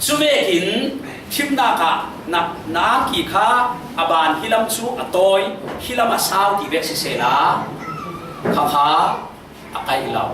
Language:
Falam Chin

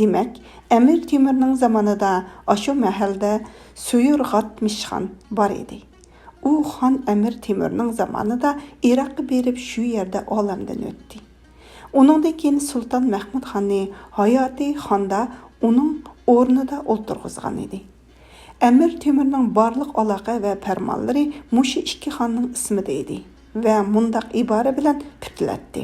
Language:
Uyghur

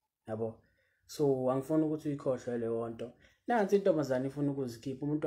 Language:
Zulu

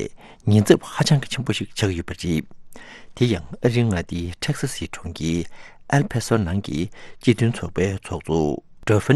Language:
Tibetan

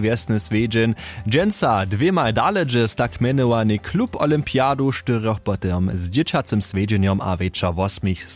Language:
Upper Sorbian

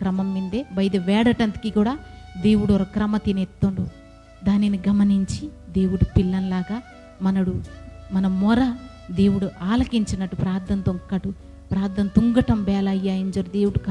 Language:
Koya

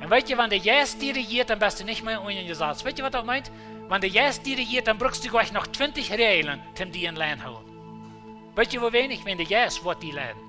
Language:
Plautdietsch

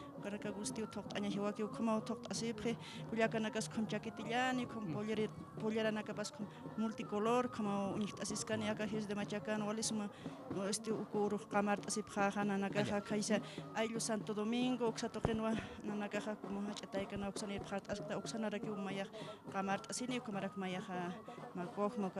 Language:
Aymara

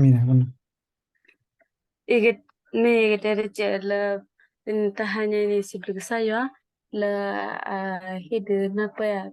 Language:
S'gaw Karen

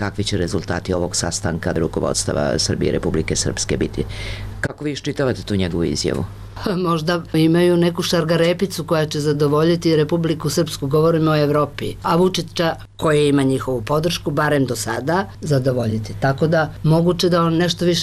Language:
Serbian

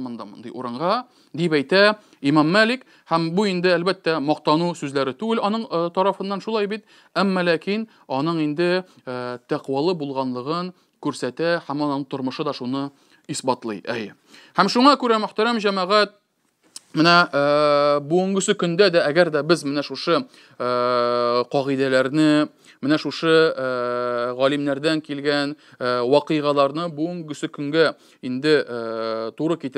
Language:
Tatar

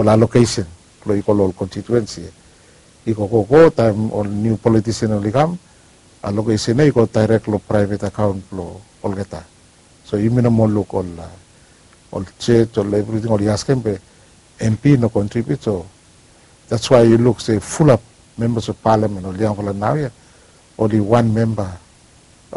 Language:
Bislama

